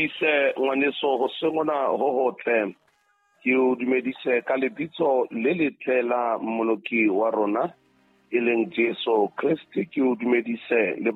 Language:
Southern Sotho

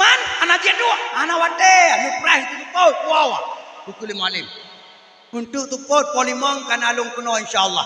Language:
Achinese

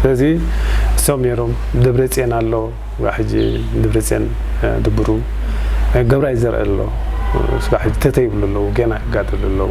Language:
Tigrinya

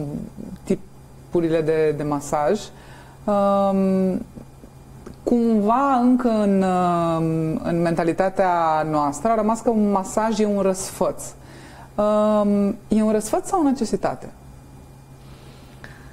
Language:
Romanian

